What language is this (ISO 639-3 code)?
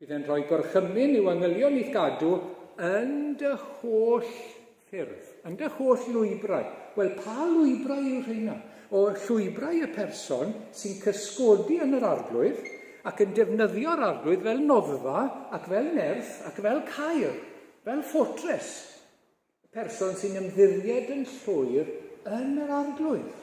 cym